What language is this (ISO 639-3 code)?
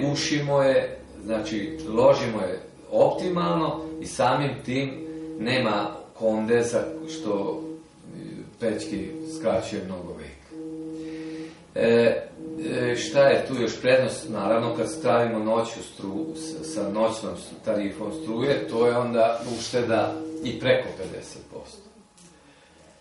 srp